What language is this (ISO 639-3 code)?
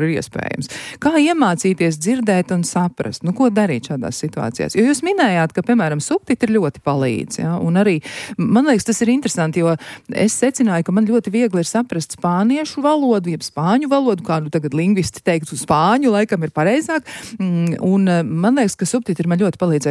lav